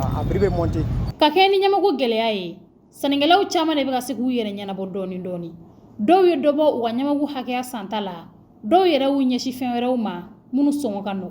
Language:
Bambara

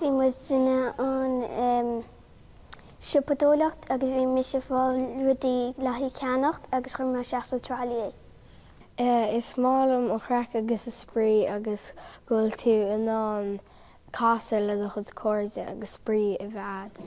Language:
Irish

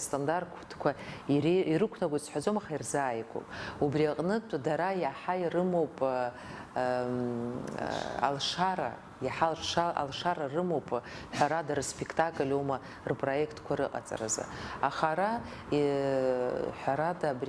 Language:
Abkhazian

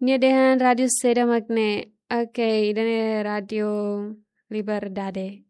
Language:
Tetum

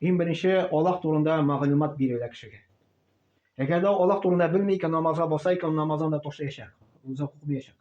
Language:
Tatar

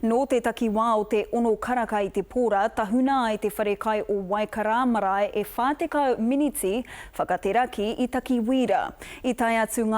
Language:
Māori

